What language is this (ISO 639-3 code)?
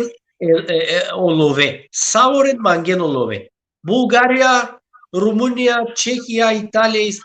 rmn